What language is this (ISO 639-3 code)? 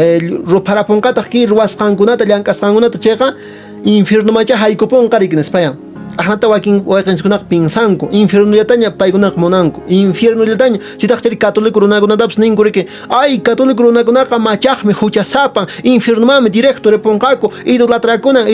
que